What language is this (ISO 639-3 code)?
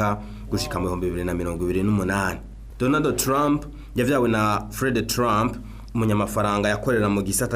run